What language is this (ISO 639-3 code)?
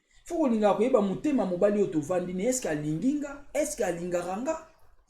lin